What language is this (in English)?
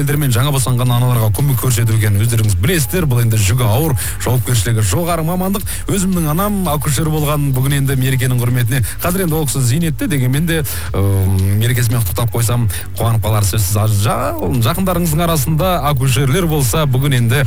Kazakh